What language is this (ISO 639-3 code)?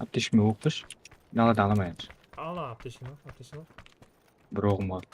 kaa